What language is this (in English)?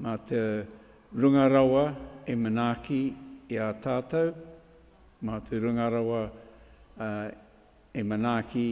Māori